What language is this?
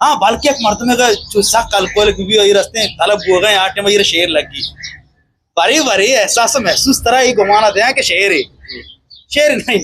Eastern Balochi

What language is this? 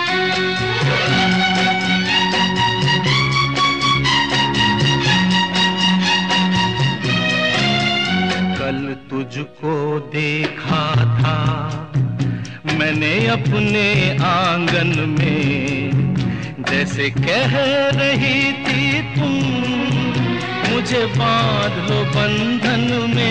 Hindi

